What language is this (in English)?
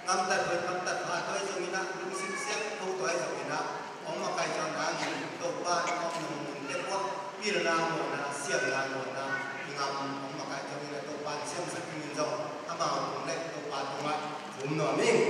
Tedim Chin